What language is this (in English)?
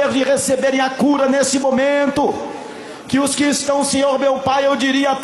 Portuguese